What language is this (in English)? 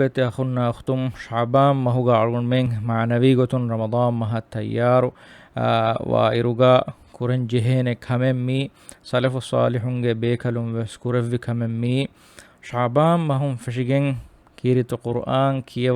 Divehi